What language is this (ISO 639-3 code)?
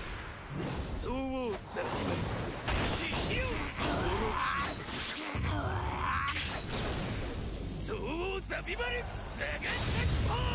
jpn